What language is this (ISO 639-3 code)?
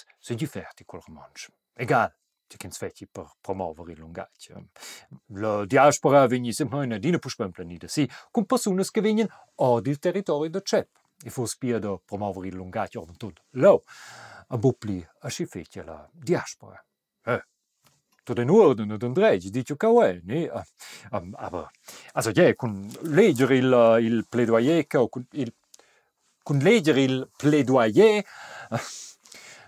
roh